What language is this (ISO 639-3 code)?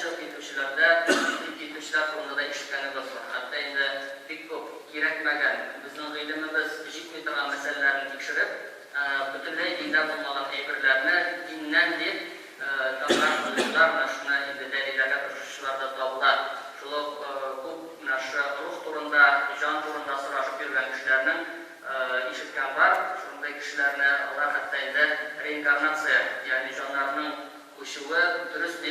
tat